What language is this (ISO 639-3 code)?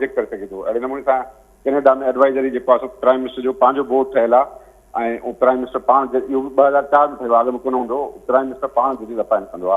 snd